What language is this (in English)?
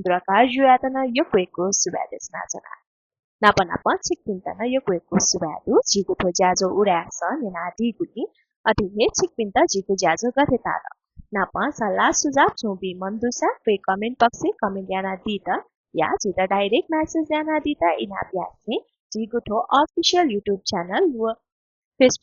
Newari